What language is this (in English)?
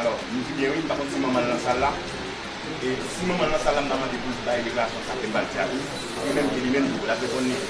Haitian Creole